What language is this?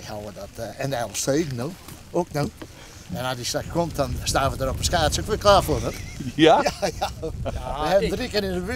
Western Frisian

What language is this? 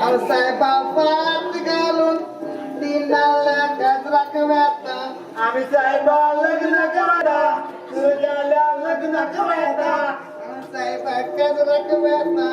Konkani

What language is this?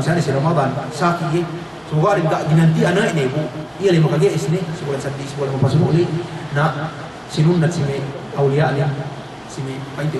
Yakan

